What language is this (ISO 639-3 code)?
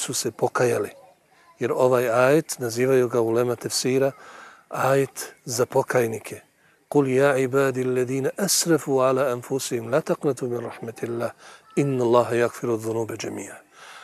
bos